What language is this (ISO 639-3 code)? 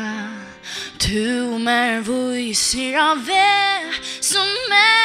fao